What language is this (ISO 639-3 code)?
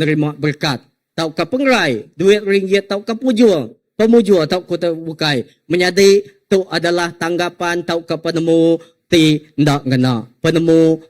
iba